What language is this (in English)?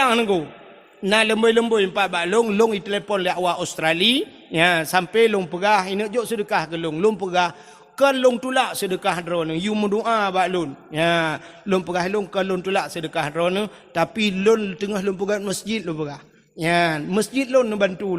Achinese